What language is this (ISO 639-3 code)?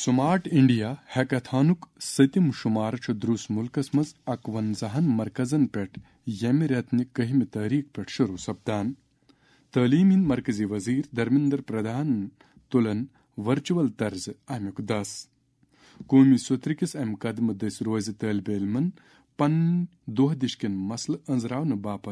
kas